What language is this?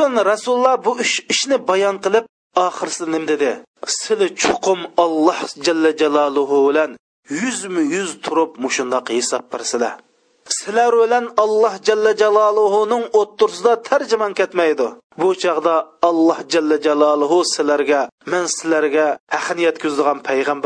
Uyghur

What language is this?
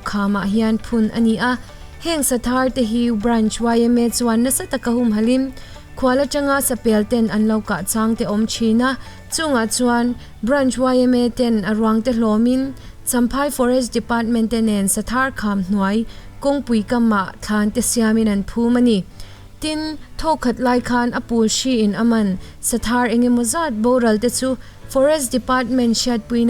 Mizo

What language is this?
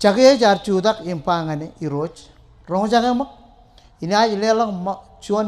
Marshallese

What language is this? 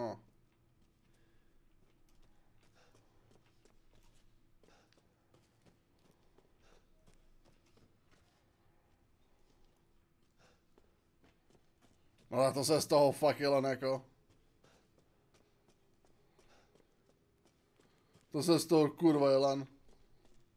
Czech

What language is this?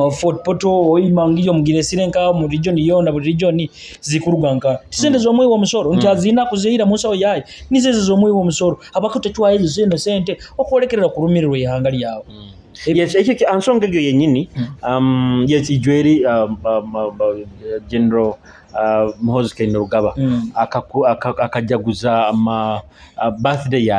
Nyoro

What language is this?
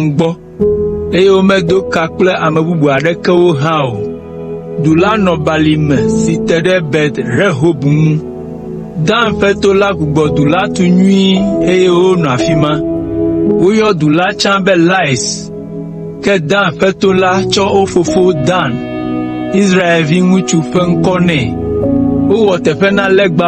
Ewe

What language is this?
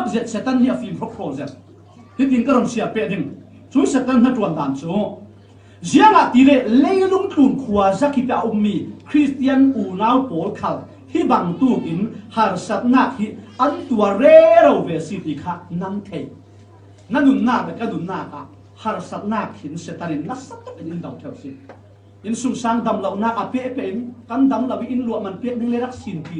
Falam Chin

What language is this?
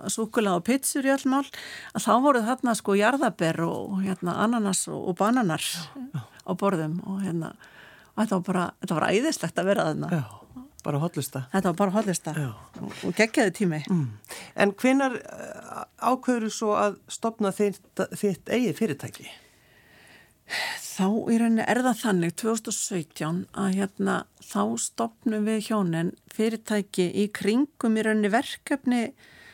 Icelandic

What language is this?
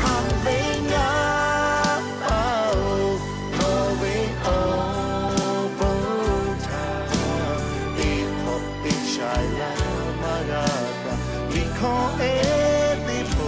Lahu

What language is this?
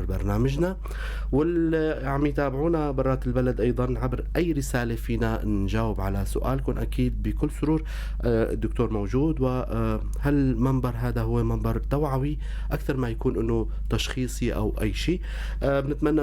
North Levantine Arabic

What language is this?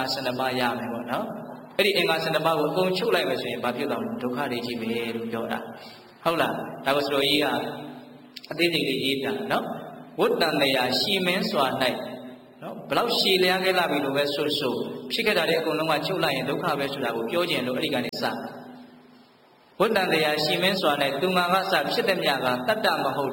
Burmese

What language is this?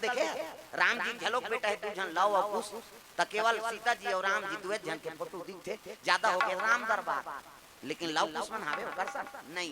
Chhattisgarhi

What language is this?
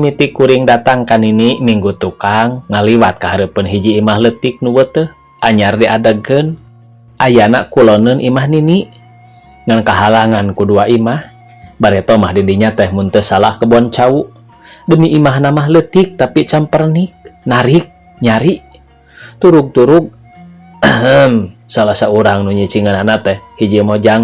Sundanese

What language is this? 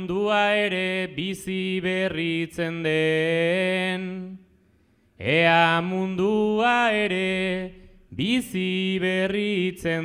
Basque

